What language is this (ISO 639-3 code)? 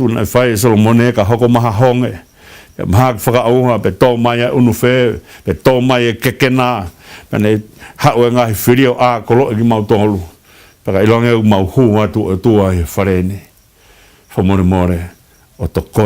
ton